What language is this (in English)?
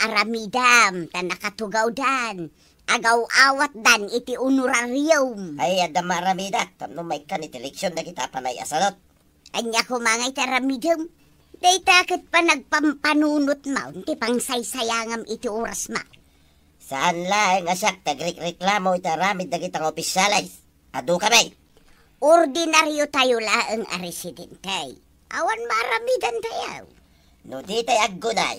Iloko